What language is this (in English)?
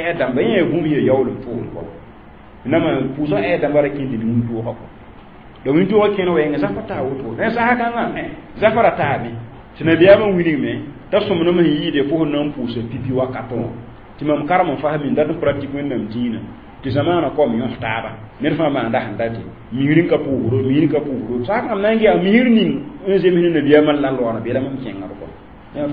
Mossi